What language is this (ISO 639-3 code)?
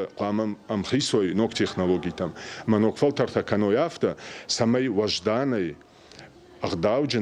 oss